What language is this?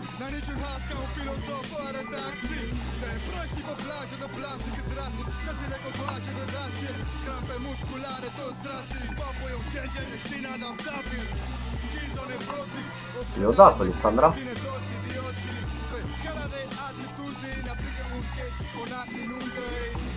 Romanian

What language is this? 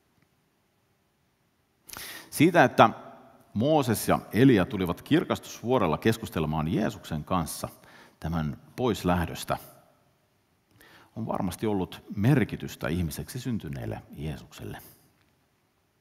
Finnish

